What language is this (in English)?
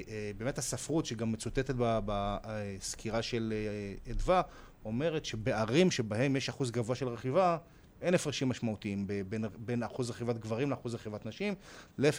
Hebrew